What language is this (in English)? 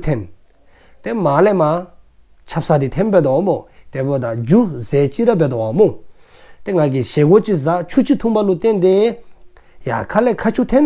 Dzongkha